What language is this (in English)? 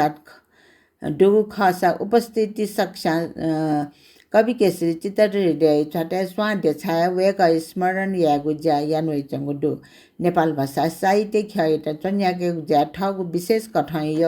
Newari